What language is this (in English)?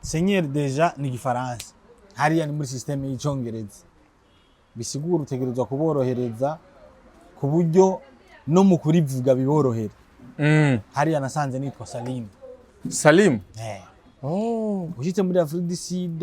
Rundi